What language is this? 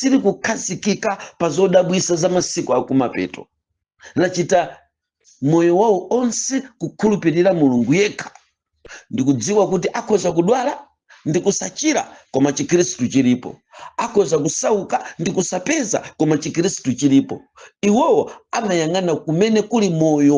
Nyanja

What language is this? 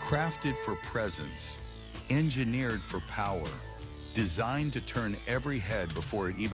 English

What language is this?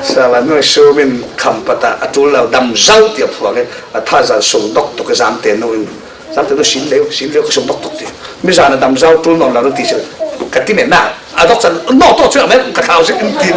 Falam Chin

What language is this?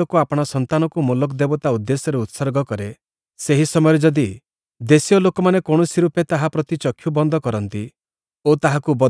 Odia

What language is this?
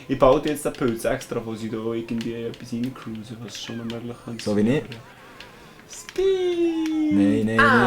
Swiss German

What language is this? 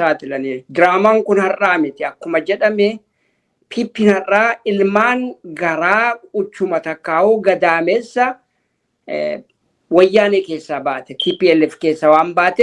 Oromo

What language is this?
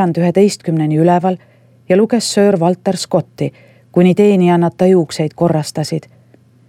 Estonian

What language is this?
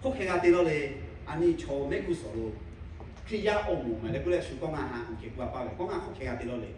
Lahu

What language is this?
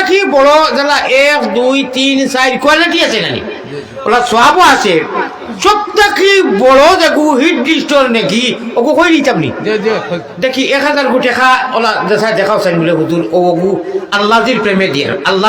Sylheti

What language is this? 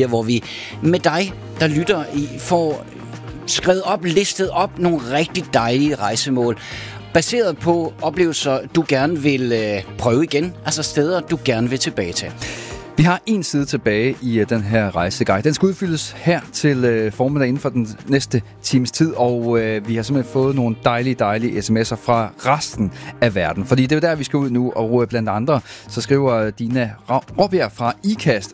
Danish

